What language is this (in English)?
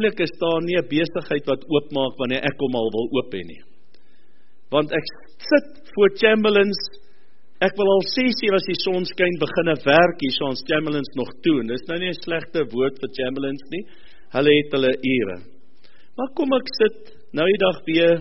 Afrikaans